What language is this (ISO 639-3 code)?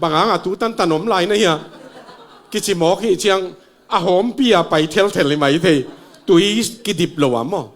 ctd